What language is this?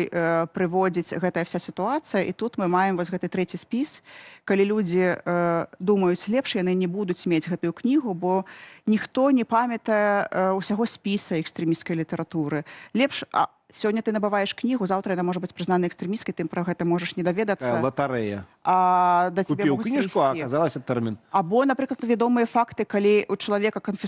Belarusian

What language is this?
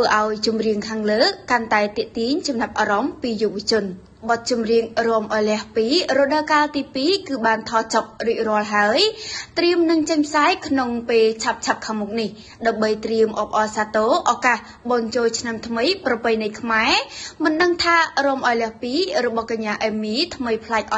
Khmer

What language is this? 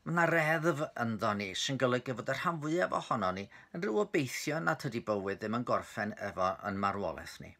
Welsh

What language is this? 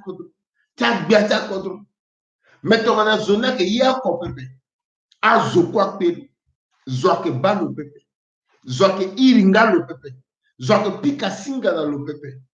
Sango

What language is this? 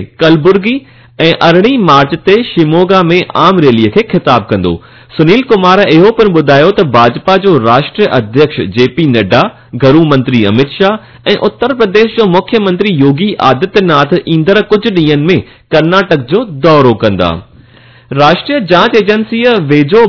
Sindhi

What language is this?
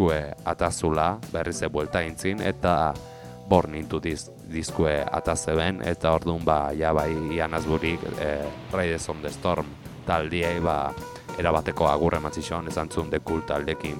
Basque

